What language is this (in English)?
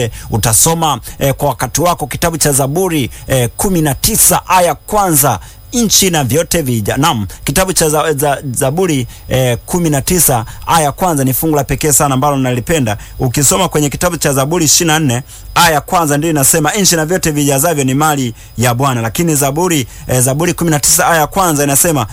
Swahili